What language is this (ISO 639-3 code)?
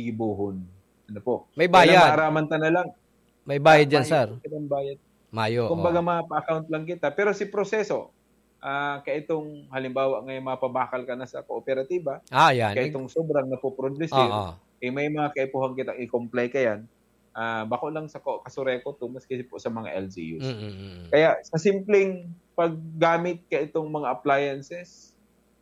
bik